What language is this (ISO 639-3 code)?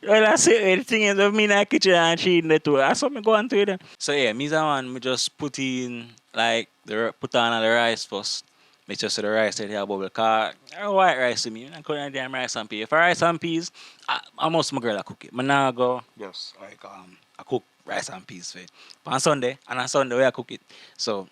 jam